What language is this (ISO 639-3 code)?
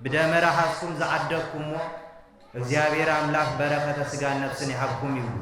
tir